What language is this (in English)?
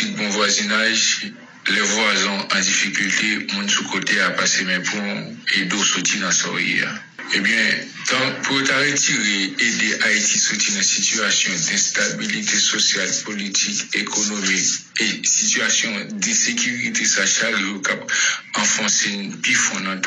Haitian Creole